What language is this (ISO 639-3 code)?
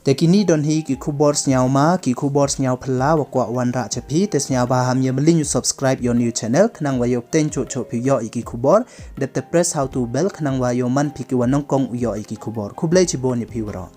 pbv